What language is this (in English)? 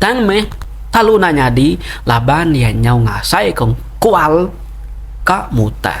Iban